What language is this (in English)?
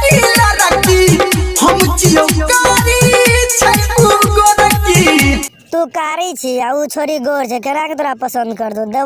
Maithili